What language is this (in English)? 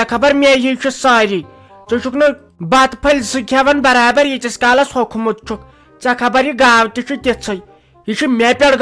Kashmiri